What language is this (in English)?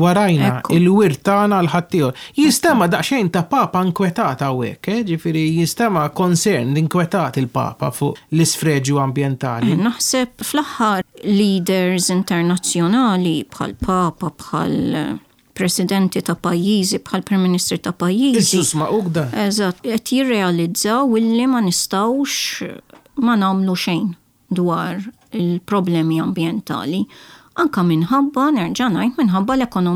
Maltese